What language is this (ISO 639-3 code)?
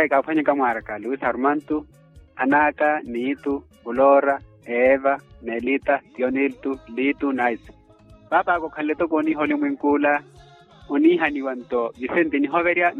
vmw